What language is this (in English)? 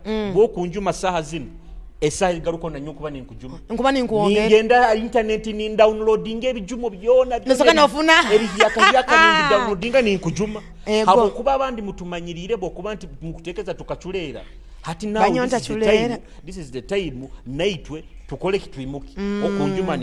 Nyoro